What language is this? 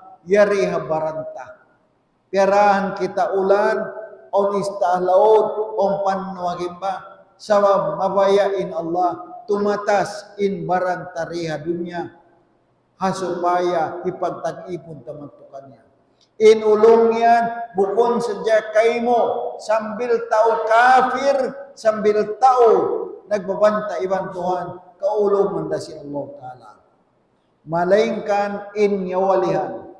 Tausug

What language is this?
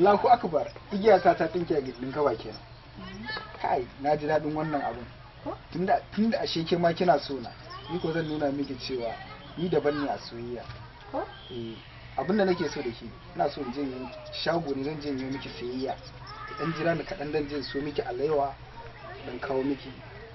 Hausa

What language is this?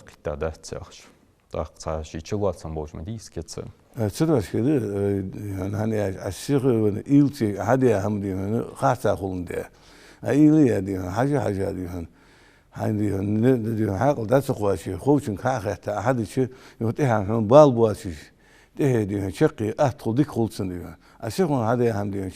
Ingush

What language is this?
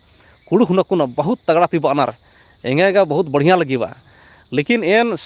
Kurukh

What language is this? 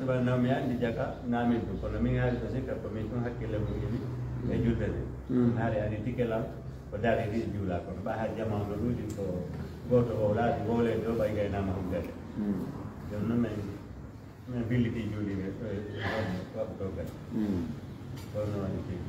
Fula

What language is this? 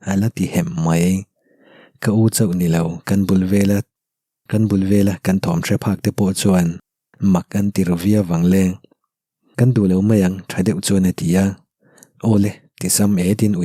Mizo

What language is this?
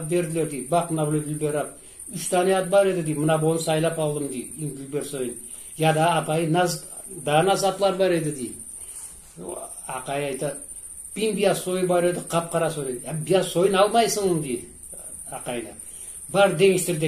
Crimean Tatar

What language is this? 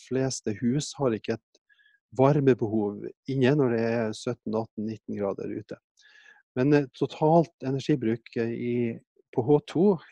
Norwegian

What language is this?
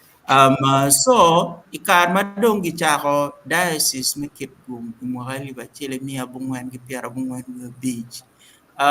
Acoli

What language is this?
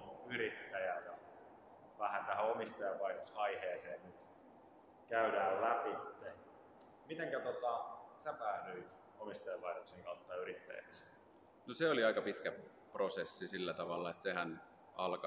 Finnish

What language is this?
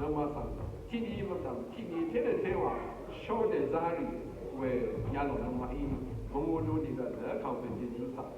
Rawang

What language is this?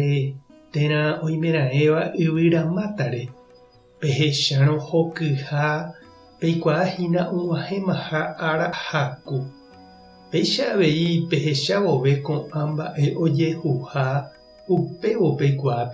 Guarani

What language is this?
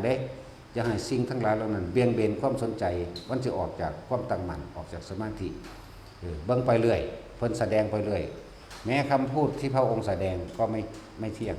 Northeastern Thai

